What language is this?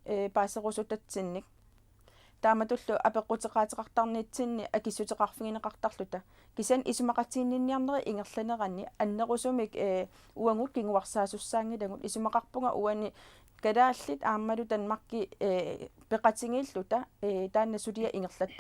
Kalaallisut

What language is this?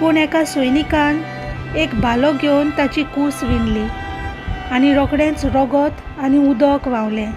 Konkani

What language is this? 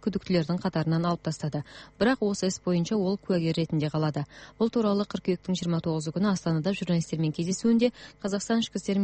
Kazakh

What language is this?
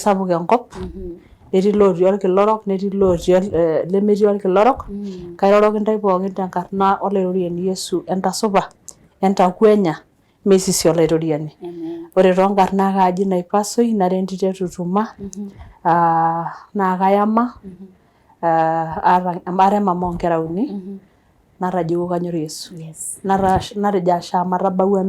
Masai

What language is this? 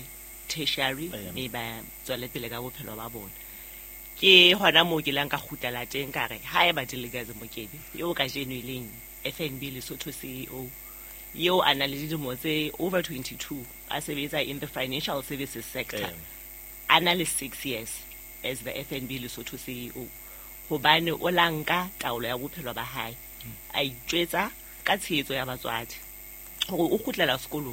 Southern Sotho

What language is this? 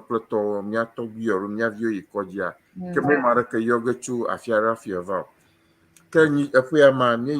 Ewe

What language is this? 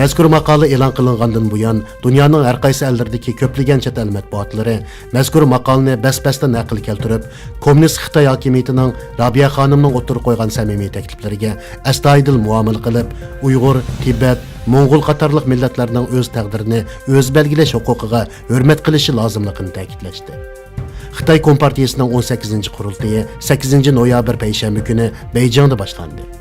Uyghur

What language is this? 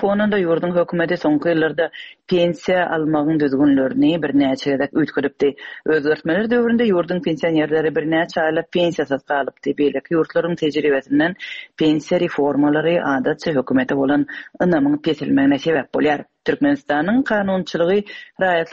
Turkmen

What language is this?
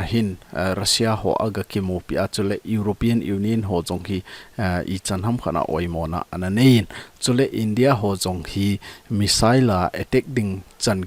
Thado Chin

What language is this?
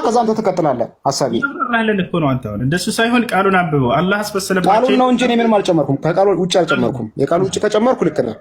Amharic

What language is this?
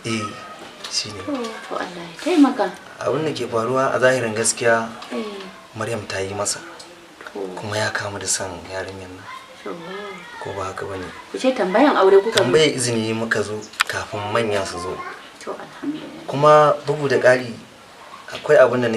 Hausa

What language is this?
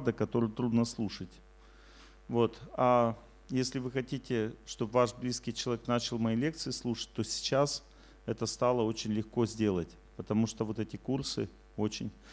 Russian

